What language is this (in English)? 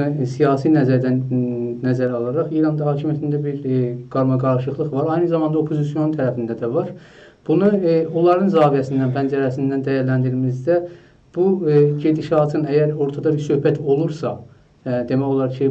South Azerbaijani